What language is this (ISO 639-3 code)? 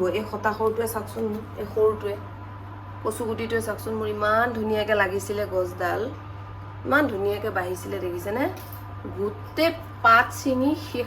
asm